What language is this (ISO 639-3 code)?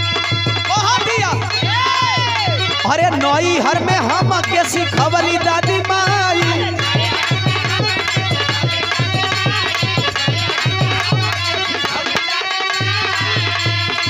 bho